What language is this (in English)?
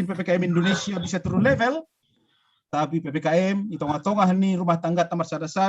Batak Simalungun